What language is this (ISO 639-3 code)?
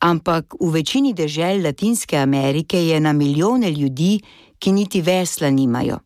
slv